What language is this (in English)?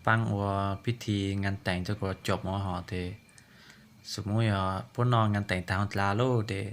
Hmong